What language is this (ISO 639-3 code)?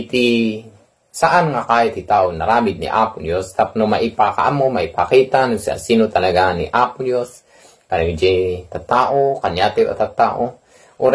ilo